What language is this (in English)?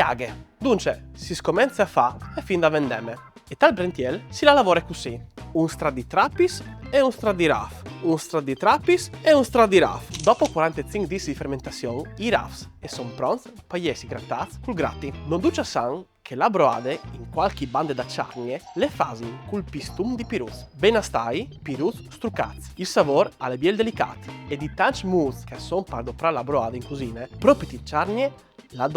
Friulian